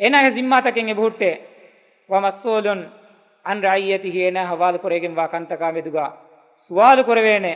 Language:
Divehi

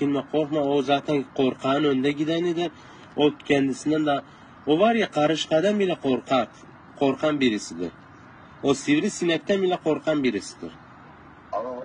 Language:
Turkish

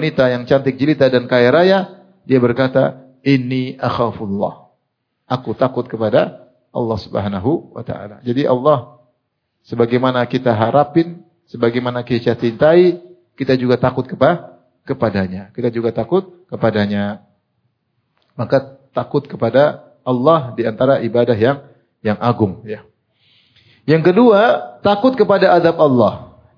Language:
Indonesian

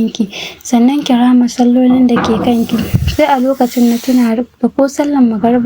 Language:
Hausa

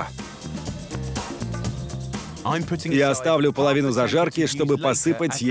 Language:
Russian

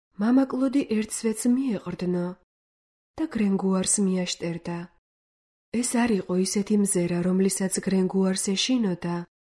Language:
Georgian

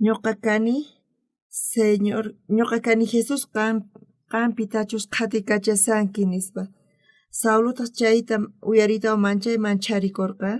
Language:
South Bolivian Quechua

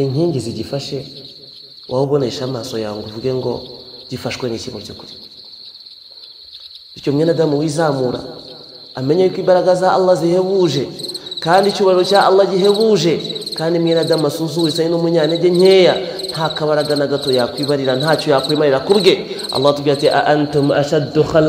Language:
Kinyarwanda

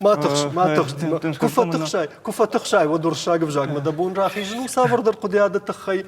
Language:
Ossetic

